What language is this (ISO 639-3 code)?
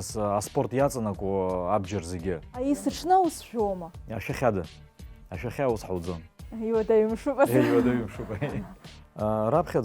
abk